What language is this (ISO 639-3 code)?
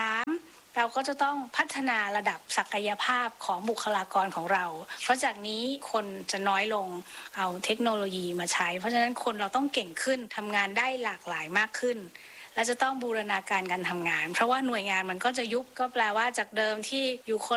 tha